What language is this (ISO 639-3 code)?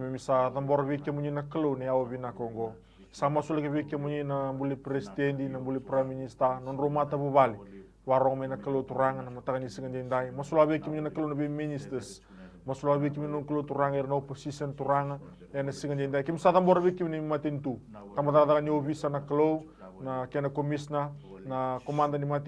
fij